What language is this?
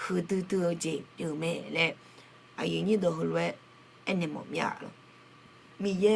Akha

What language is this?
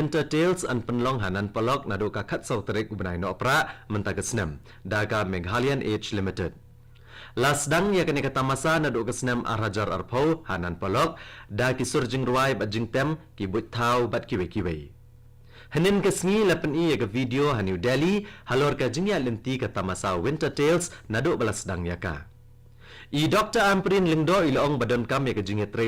Khasi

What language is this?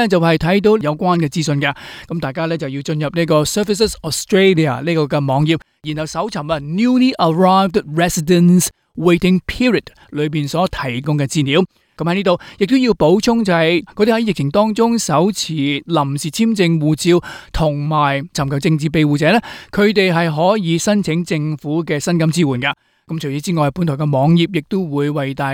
Cantonese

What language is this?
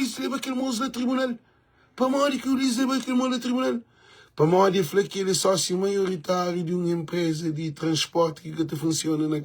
Kabuverdianu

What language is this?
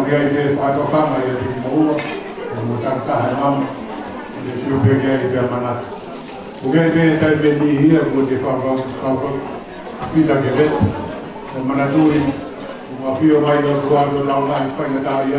Tongan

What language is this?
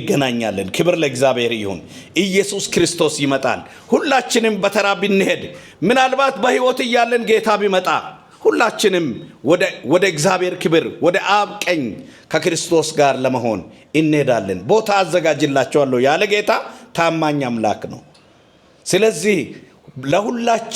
Amharic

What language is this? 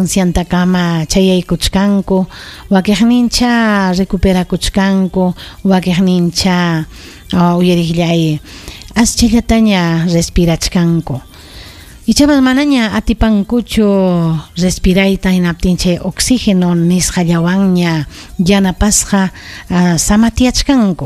Ayacucho Quechua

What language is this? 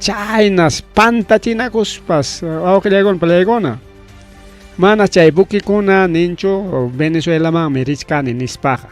Ayacucho Quechua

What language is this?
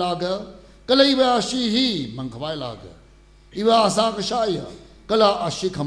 Tangkhul Naga (India)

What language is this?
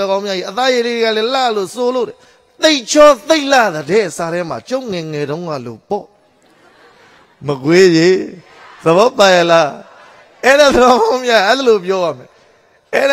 Burmese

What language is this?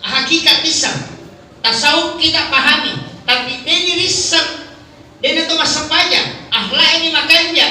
Buginese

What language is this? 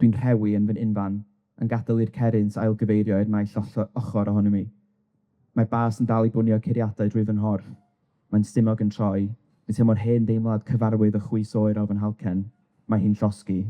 Welsh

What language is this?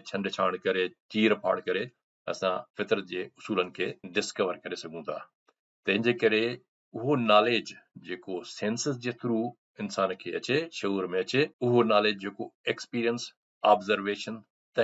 Sindhi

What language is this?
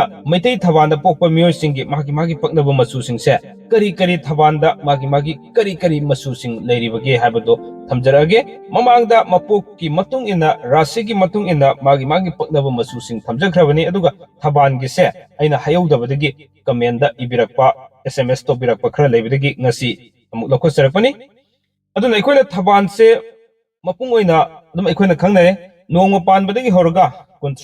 Manipuri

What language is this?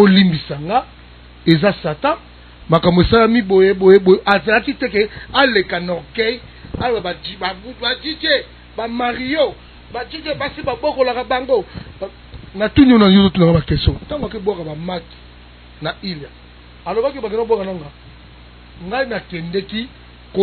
Lingala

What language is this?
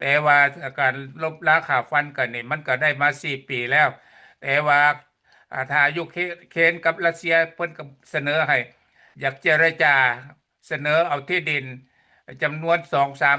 Lao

